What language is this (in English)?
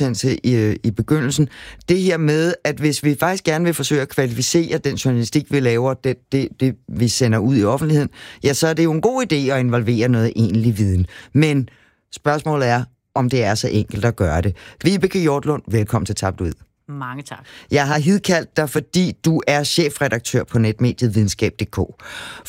Danish